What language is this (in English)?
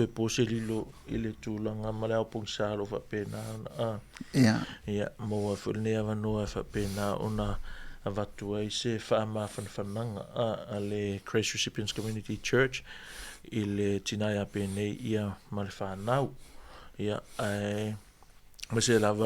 Samoan